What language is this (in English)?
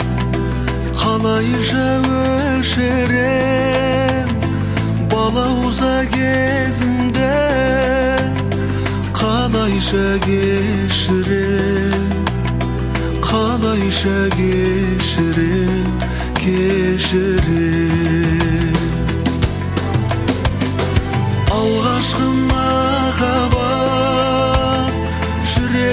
Kazakh